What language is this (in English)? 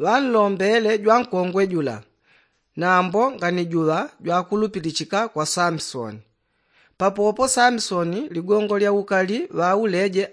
Yao